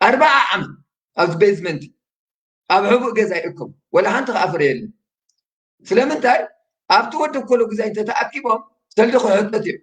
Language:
Tigrinya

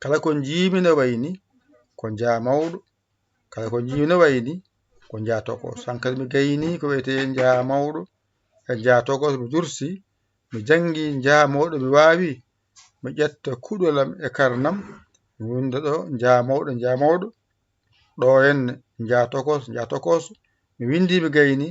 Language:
Fula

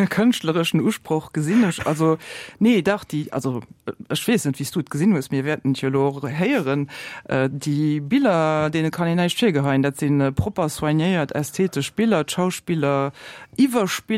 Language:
Luxembourgish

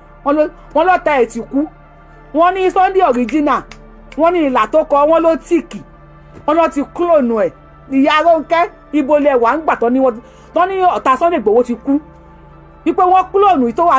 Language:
Yoruba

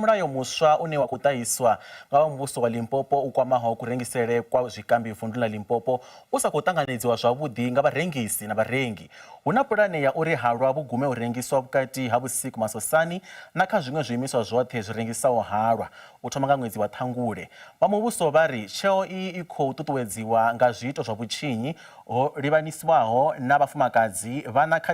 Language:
Venda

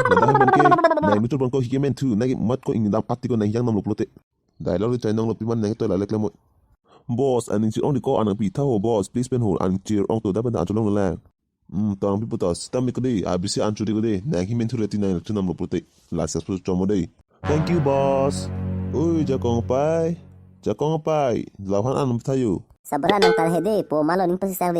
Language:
Karbi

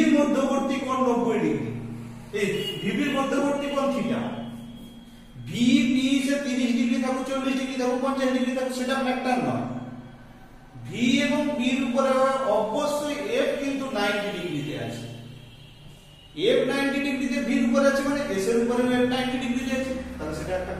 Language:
Bangla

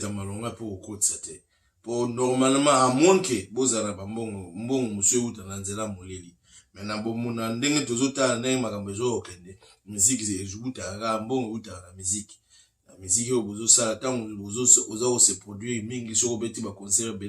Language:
Lingala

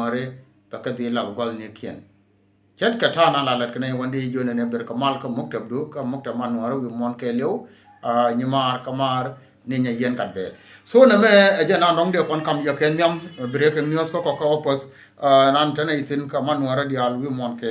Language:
Nuer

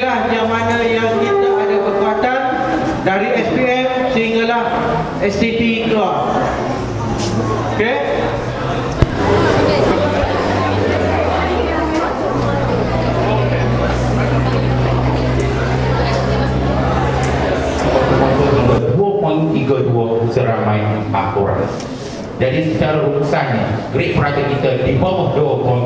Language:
Malay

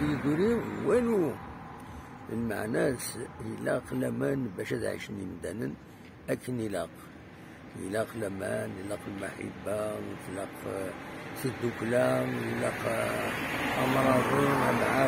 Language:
Kabyle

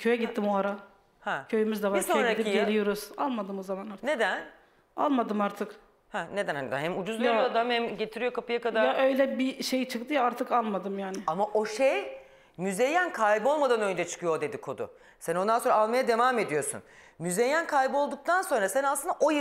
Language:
Turkish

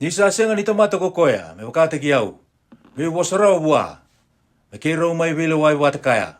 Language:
Fijian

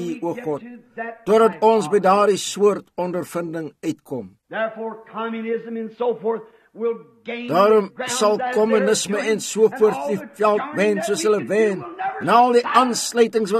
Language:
Afrikaans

